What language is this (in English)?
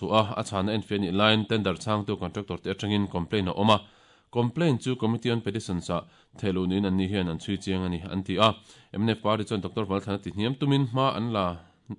Mizo